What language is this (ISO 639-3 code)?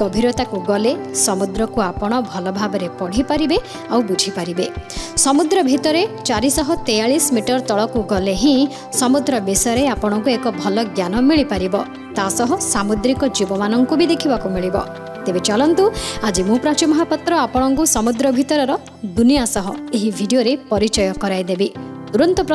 ori